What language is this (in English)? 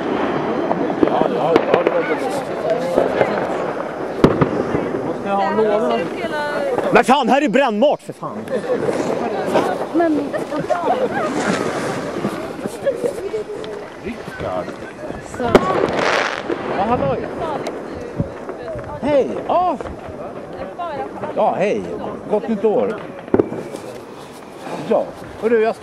Swedish